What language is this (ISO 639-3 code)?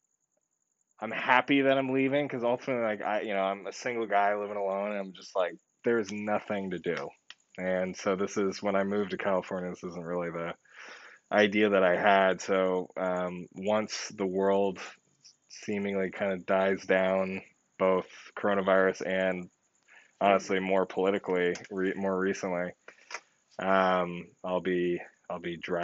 eng